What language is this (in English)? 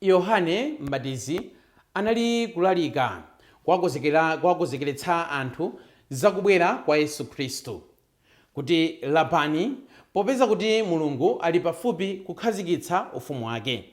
Nyanja